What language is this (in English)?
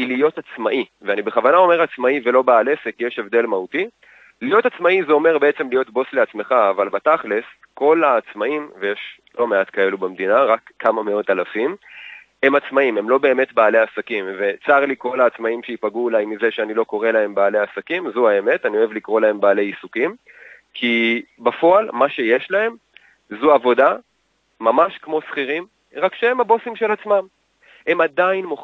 Hebrew